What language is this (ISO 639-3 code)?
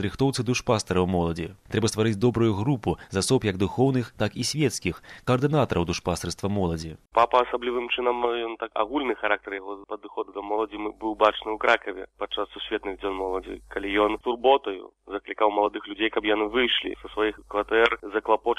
bel